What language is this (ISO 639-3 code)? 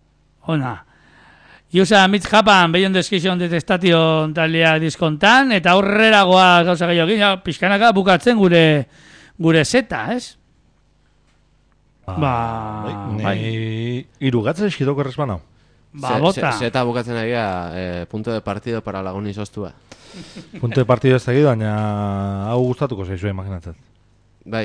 eus